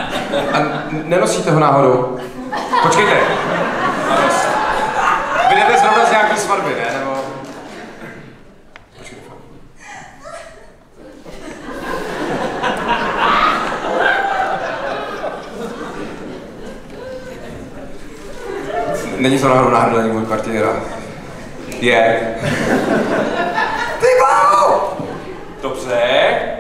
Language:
Czech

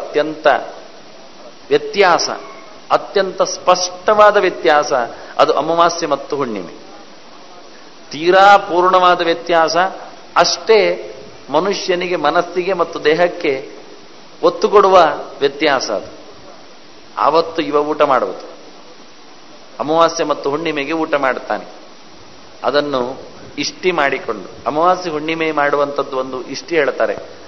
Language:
Kannada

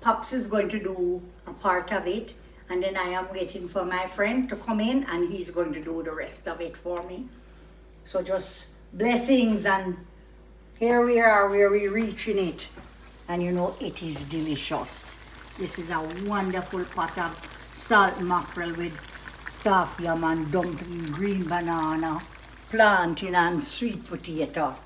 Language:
Jamaican Creole English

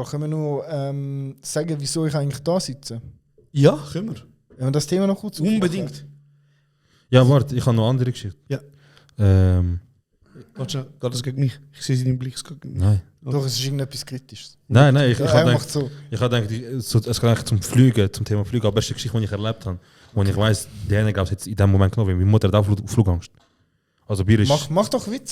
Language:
Swiss German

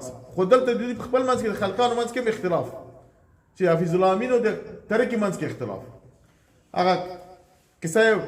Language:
Pashto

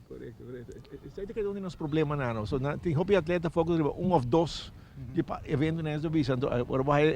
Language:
Papiamento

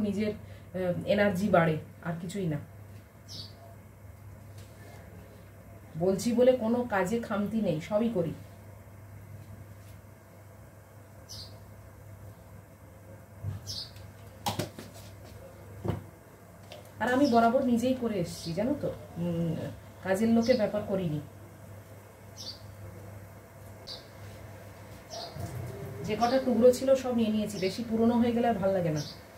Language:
Bangla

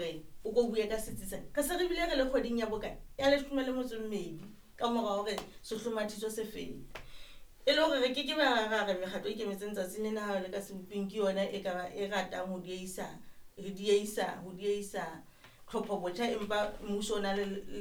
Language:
Southern Sotho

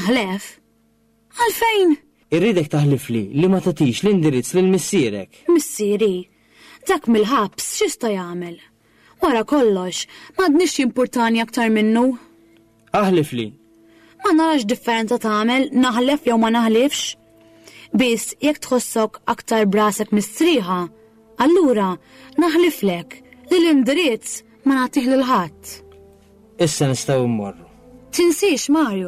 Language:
Maltese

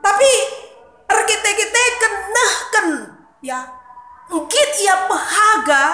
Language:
Batak Karo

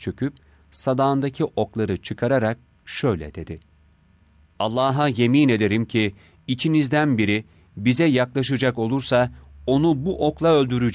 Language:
Turkish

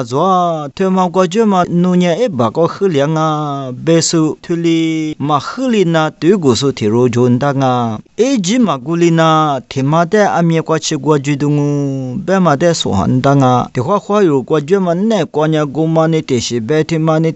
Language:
Lisu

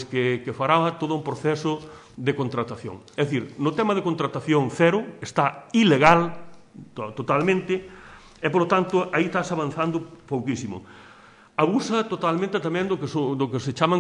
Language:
Galician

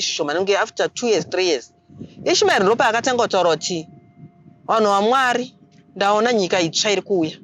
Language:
Shona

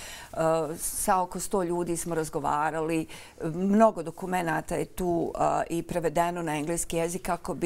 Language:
Bosnian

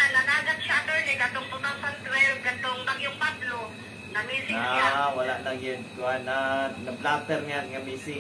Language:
Cebuano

